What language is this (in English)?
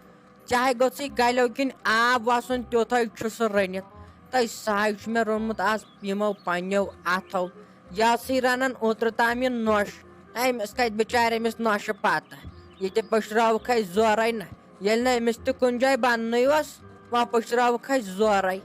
Kashmiri